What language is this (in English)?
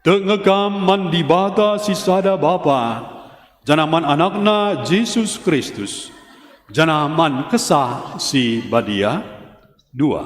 Batak Karo